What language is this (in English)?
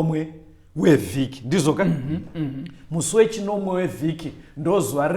Shona